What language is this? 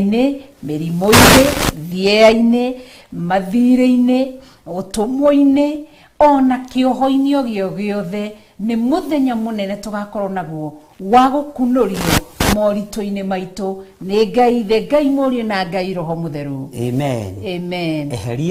Kikuyu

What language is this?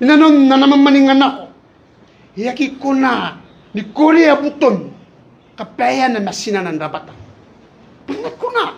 Gilbertese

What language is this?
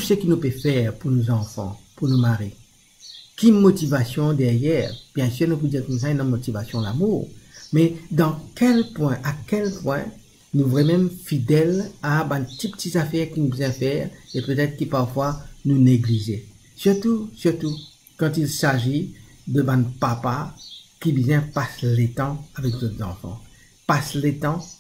Morisyen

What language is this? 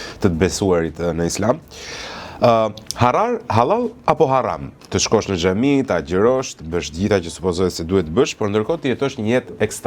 Albanian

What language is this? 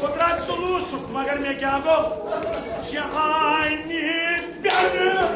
Kashmiri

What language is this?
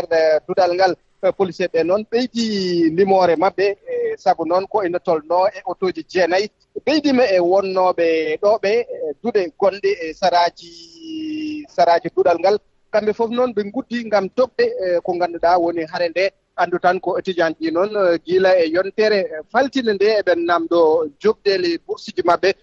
Fula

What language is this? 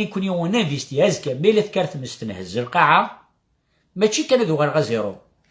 Kabyle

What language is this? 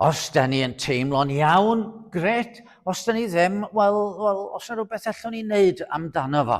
Welsh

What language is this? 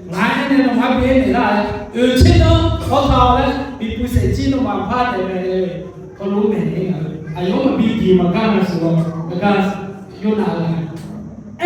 Akha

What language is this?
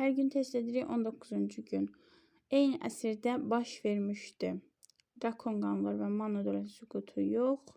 Azerbaijani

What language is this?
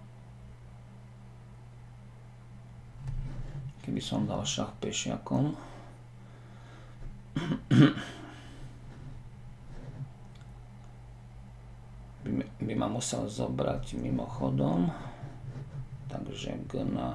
Slovak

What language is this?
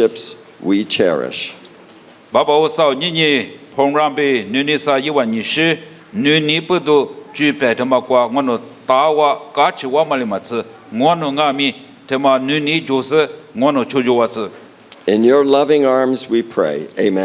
Lisu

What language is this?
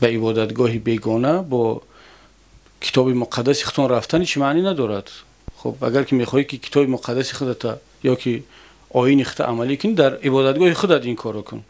Tajik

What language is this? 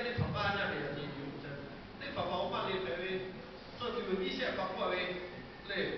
Lahu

